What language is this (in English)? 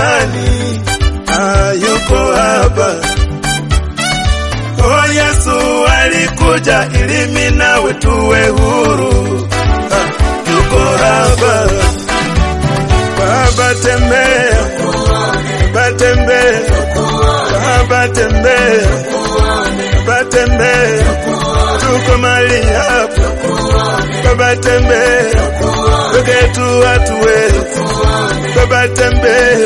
Swahili